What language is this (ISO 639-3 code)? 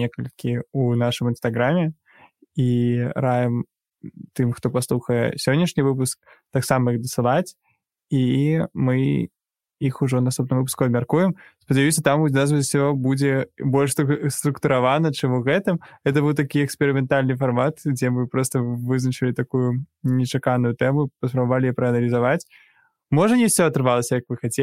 bel